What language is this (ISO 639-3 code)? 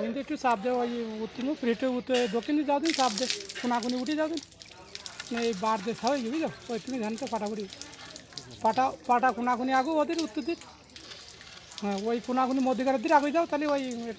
ben